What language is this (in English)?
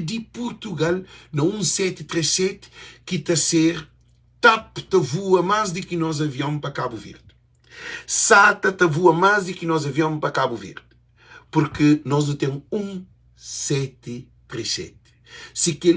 Kabuverdianu